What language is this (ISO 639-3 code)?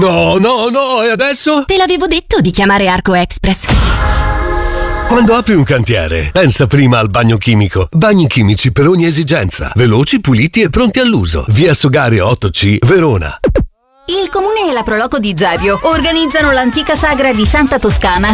ita